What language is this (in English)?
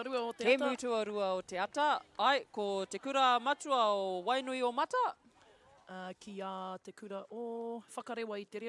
Māori